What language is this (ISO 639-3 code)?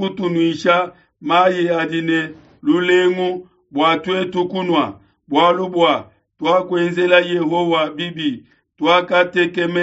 lua